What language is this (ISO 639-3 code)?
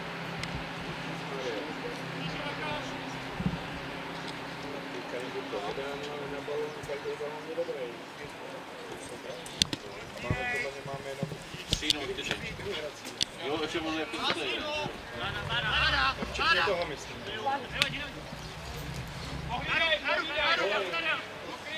ces